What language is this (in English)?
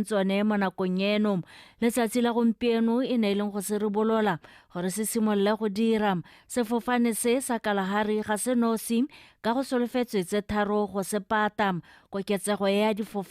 Tswana